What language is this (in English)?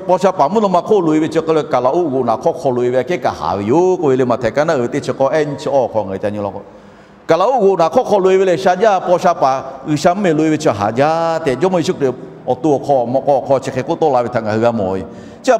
Lahu